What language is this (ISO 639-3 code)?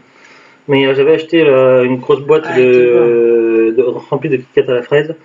fra